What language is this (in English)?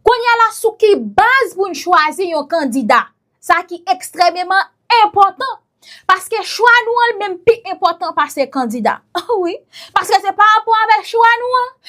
Haitian Creole